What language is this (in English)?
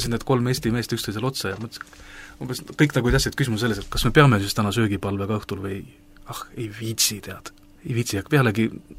Estonian